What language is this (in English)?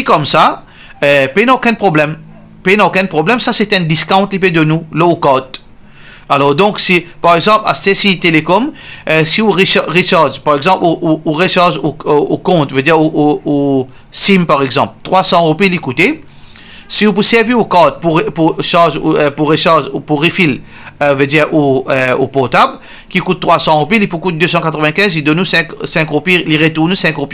Morisyen